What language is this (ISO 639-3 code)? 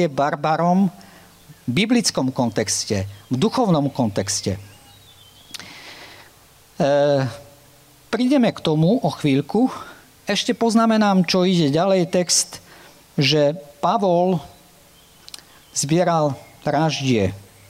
slk